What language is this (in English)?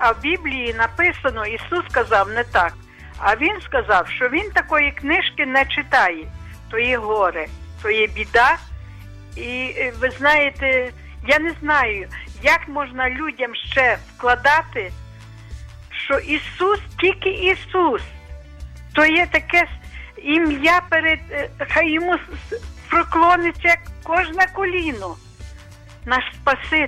Ukrainian